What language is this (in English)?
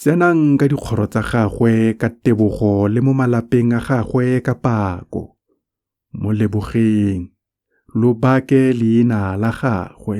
Tswana